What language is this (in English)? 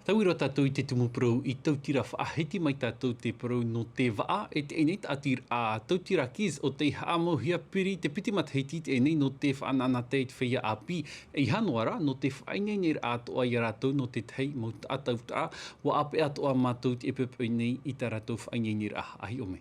Tahitian